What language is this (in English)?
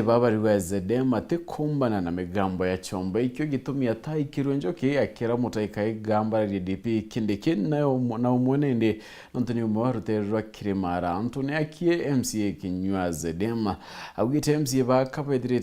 Meru